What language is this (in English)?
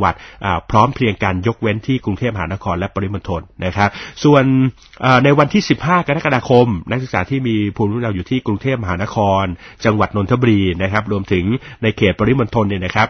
Thai